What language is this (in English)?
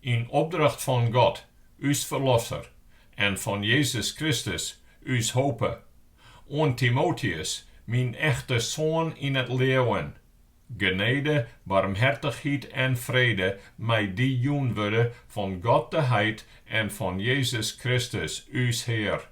Western Frisian